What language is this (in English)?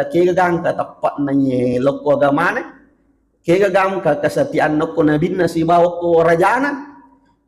Buginese